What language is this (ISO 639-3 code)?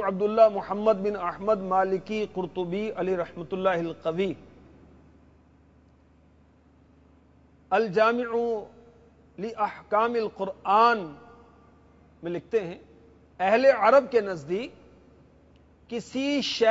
urd